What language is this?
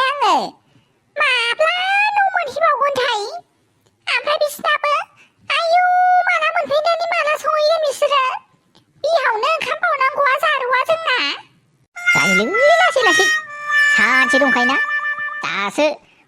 Bodo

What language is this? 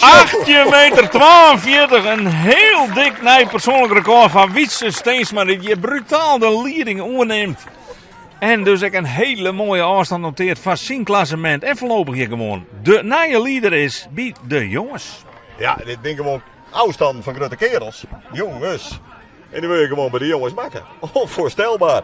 Western Frisian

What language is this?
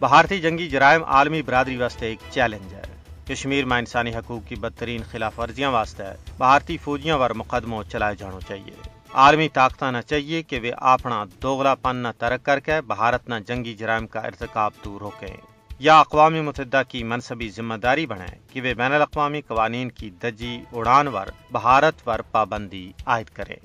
Gujari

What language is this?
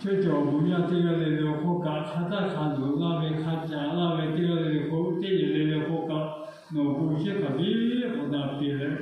Lahu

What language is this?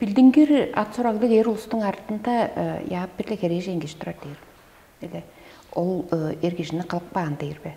Tuvinian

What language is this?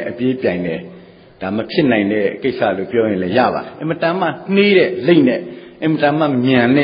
Burmese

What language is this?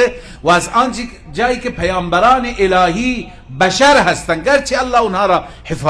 Persian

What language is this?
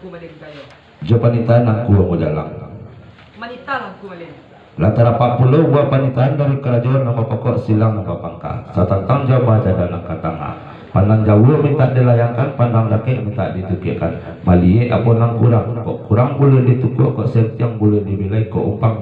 Minangkabau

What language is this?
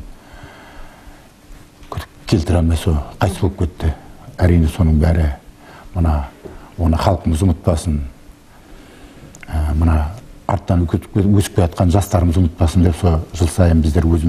Kazakh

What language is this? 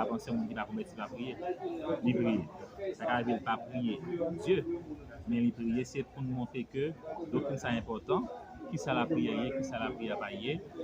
Haitian Creole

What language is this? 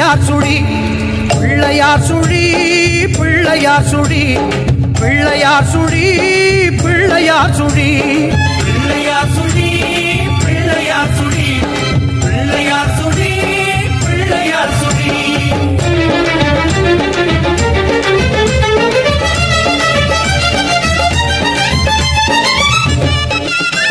Tamil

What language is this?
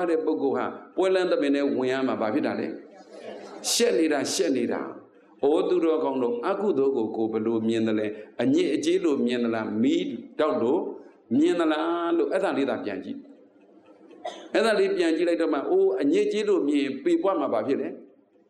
Burmese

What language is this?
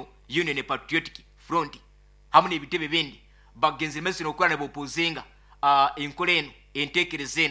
Nyoro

